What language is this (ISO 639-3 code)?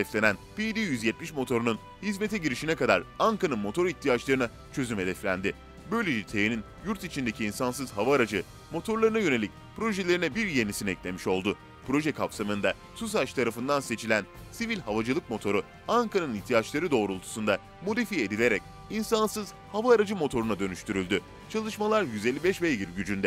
tur